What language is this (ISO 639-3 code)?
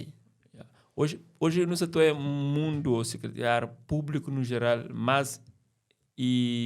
kea